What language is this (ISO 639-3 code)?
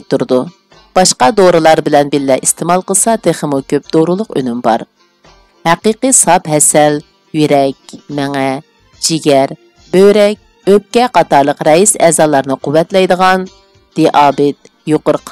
uig